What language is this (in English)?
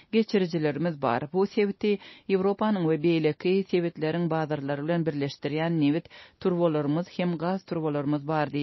Turkmen